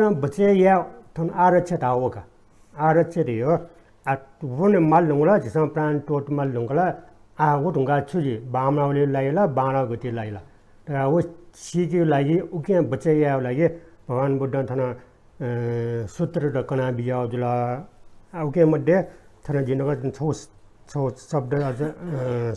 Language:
Newari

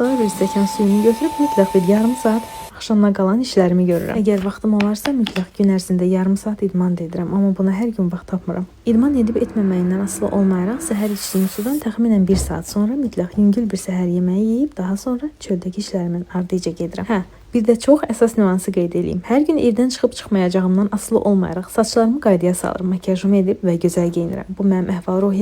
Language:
Azerbaijani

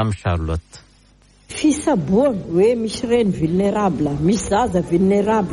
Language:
Malagasy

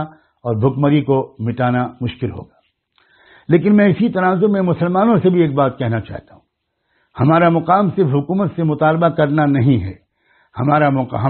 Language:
Urdu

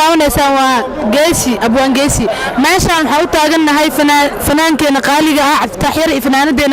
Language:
Somali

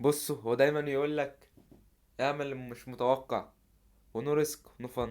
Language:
Egyptian Arabic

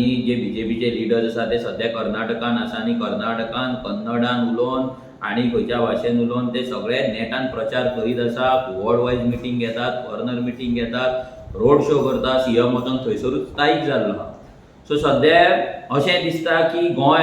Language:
Konkani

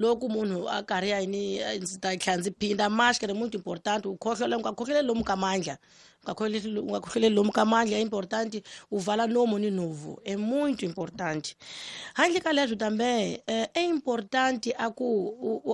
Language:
Tsonga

